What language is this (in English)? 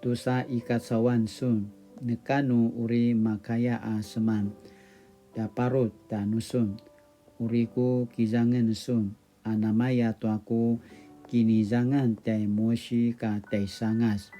Paiwan